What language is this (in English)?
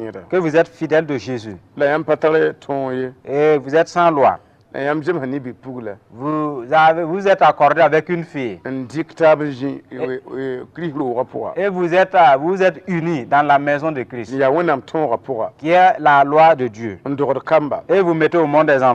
Mossi